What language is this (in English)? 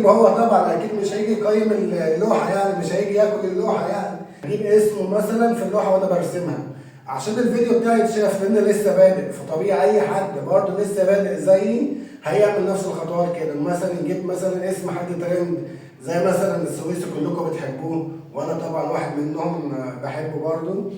Egyptian Arabic